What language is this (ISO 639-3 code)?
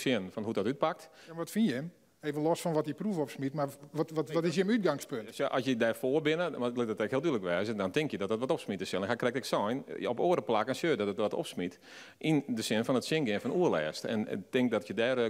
fry